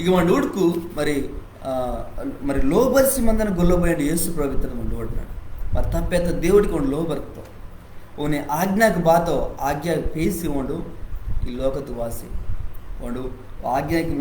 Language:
Koya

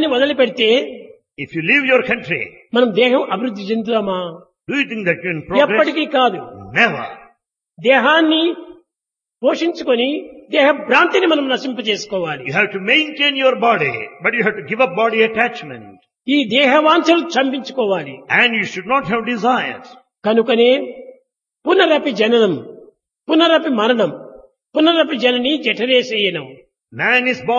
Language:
Telugu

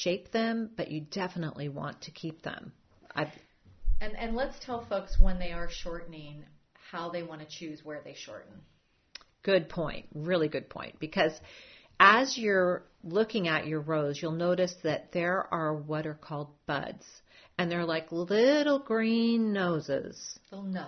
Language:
English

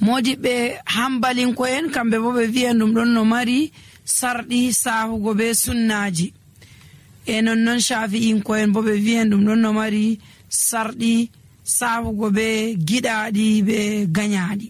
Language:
Nigerian Fulfulde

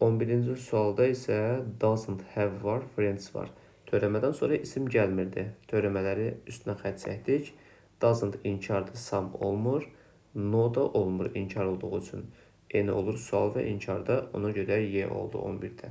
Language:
Azerbaijani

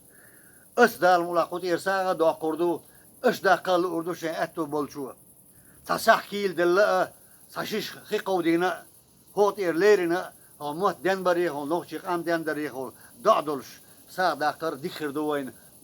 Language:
Chechen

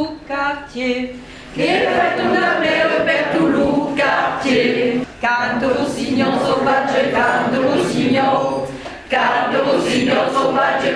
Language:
Occitan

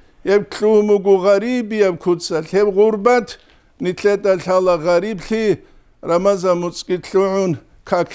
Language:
Avaric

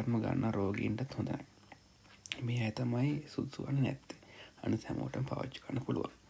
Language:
Sinhala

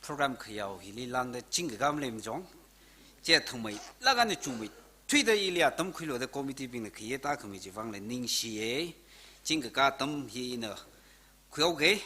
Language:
Tangkhul Naga (India)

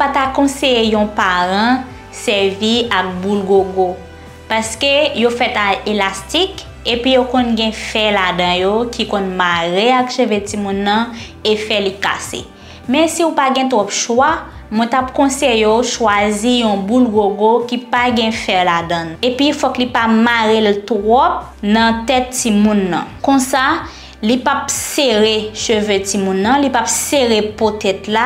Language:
Haitian Creole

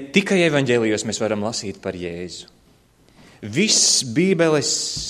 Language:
Latvian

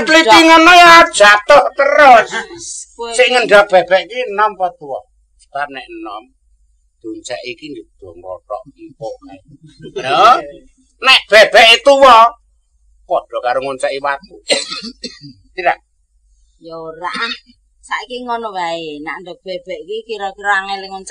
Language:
Javanese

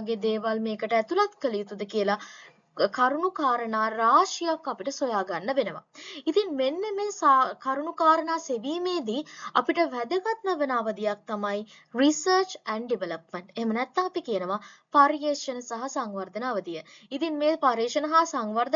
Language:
Sinhala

